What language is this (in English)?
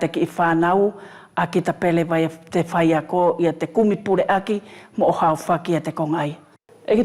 Wallisian